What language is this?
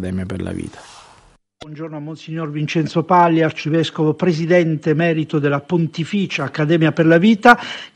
Italian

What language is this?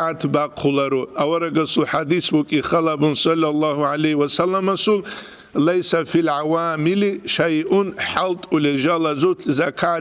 Avaric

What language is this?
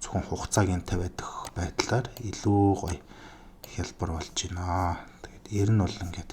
Mongolian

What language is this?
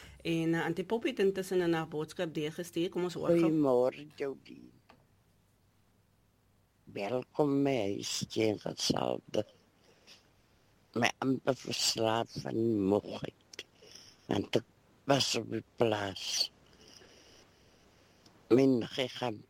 Afrikaans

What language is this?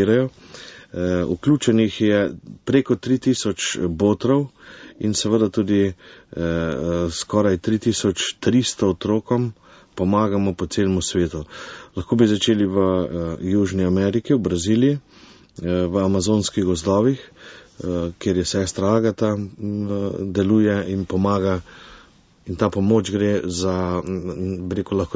Slovenian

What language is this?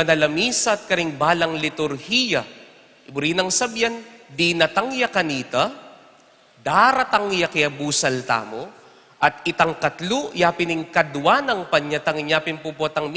Pampanga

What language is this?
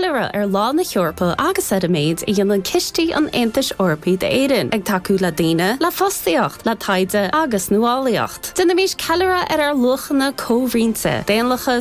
Irish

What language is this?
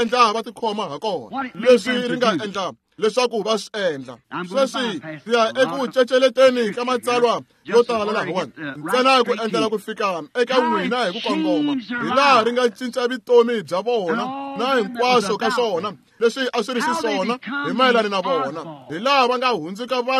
Tsonga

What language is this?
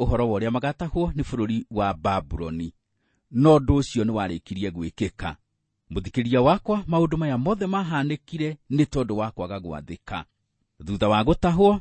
Kikuyu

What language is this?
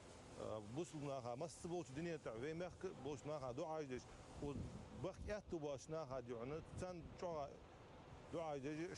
Ingush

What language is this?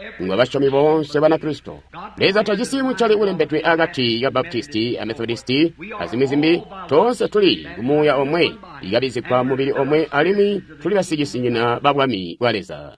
Tonga (Zambia)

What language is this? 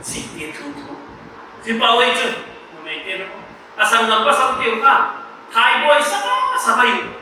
Paite Chin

